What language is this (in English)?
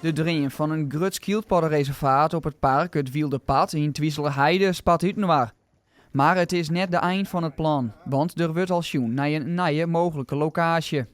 Western Frisian